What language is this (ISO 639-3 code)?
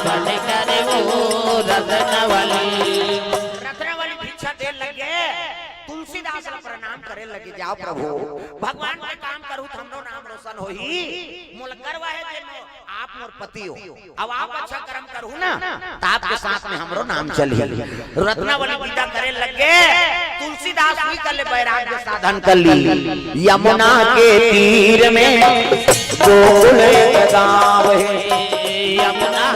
hne